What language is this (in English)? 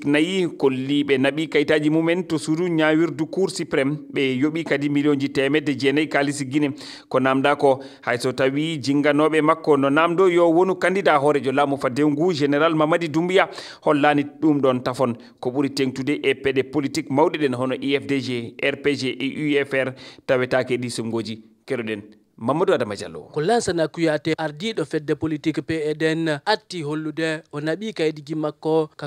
Fula